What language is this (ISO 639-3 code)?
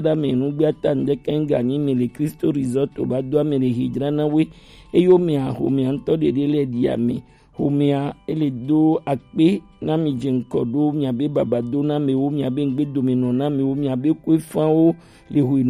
gej